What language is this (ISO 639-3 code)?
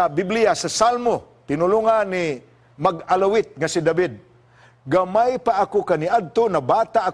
ceb